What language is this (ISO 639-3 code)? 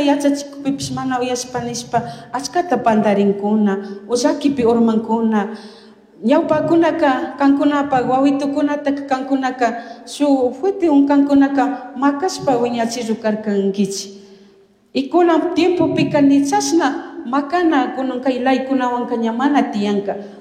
qug